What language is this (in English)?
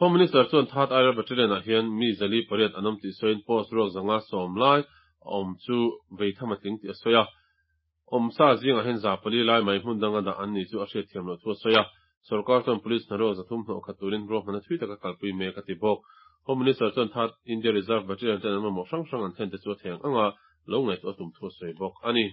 Mizo